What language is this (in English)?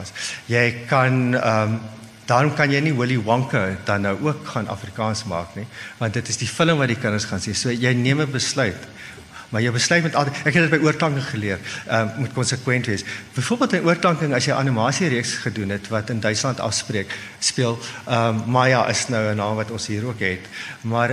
Afrikaans